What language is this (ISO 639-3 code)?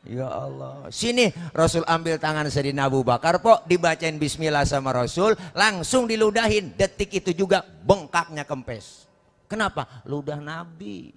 bew